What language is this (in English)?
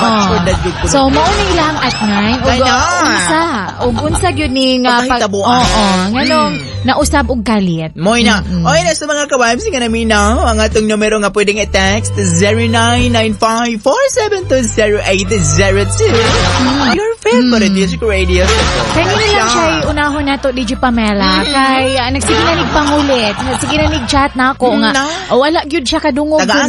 Cebuano